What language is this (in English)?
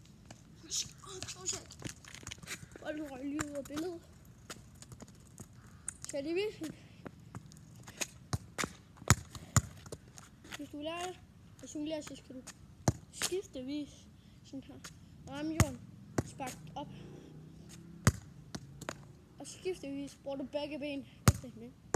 Danish